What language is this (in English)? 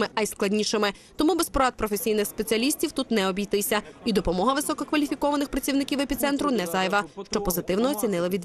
Ukrainian